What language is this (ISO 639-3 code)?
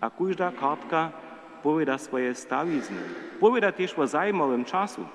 hsb